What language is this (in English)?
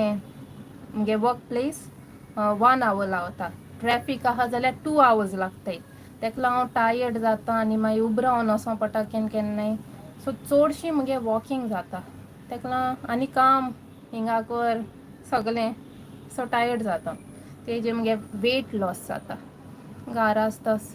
Konkani